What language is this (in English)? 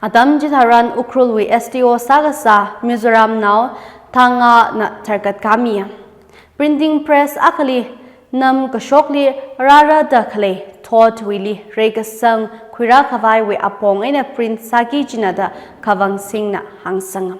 Tangkhul Naga (India)